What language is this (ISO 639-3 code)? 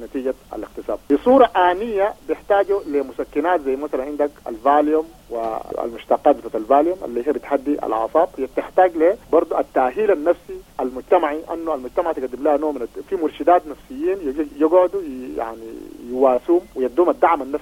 apd